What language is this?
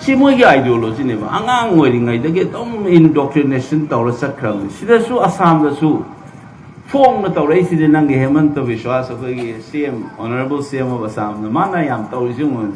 Manipuri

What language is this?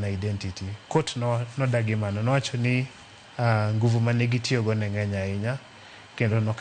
Luo (Kenya and Tanzania)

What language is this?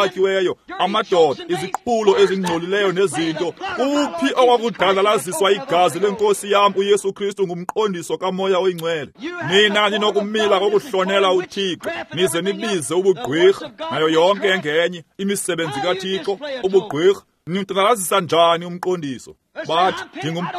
Xhosa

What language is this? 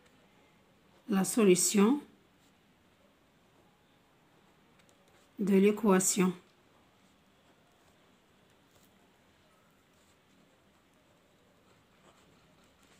Moroccan Arabic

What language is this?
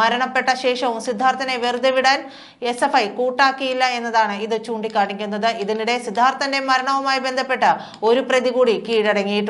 Malayalam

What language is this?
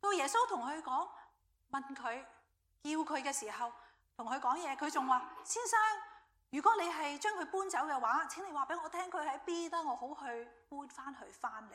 Cantonese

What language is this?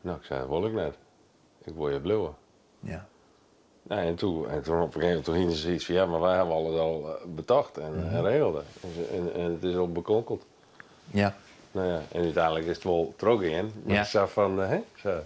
Western Frisian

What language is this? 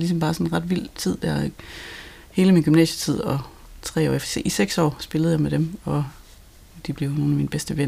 Danish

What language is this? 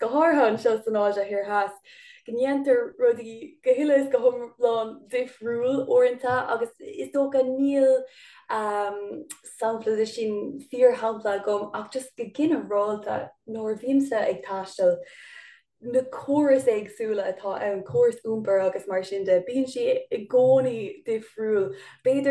Irish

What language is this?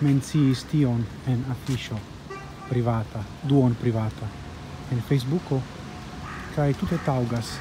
Esperanto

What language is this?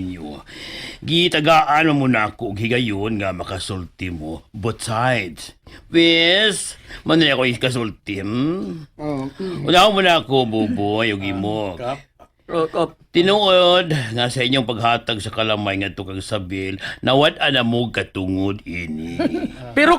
Cebuano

